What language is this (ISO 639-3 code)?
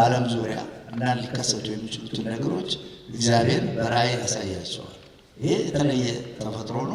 amh